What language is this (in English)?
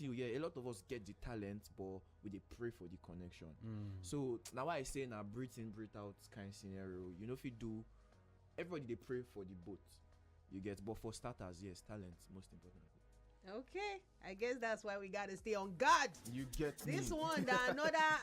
Nigerian Pidgin